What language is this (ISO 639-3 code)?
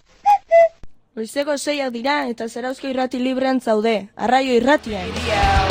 eus